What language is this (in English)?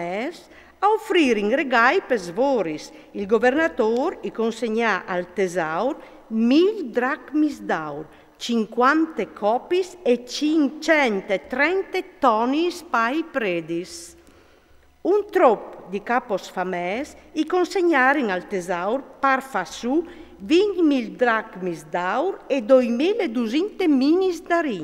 Friulian